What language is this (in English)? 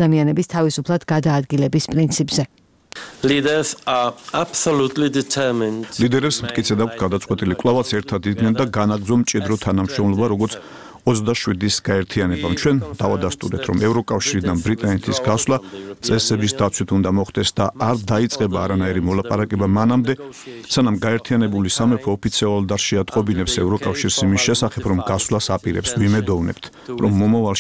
Georgian